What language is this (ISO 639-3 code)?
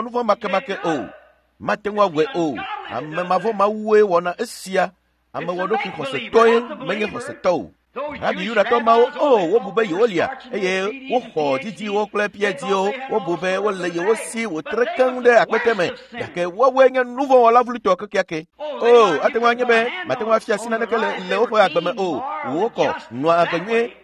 ewe